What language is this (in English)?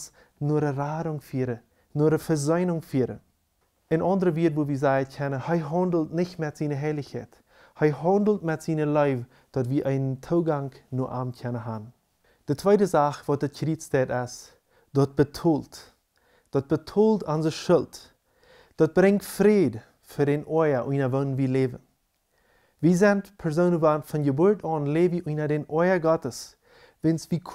Plautdietsch